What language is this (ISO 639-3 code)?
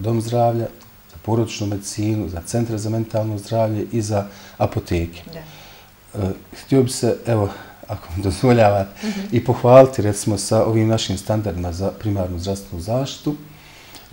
bos